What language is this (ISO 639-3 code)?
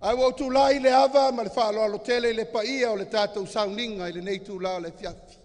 smo